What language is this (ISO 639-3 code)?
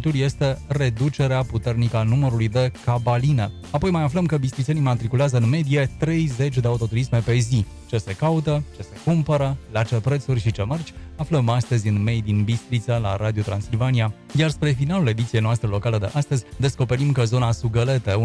ron